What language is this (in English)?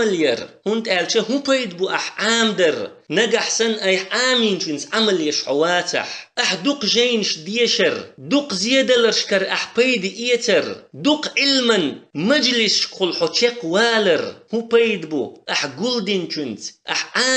Chechen